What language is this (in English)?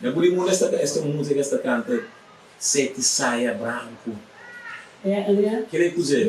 Kabuverdianu